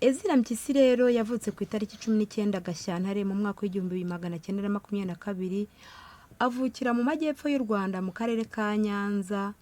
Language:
Kinyarwanda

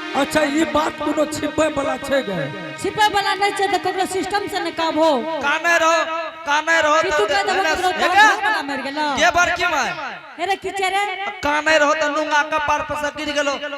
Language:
Angika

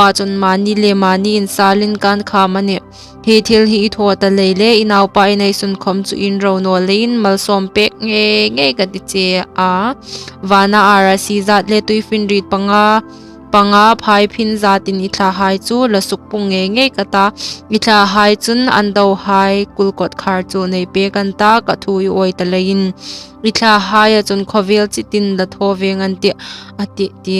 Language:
Hmar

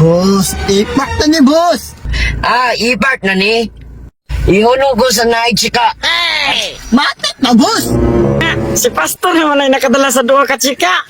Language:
Cebuano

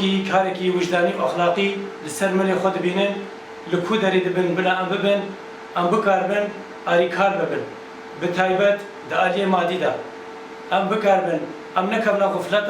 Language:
Kurdish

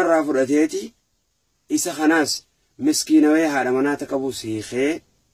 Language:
Oromo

